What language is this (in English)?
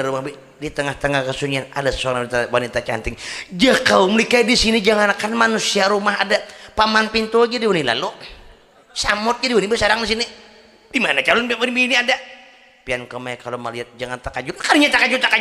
Banjar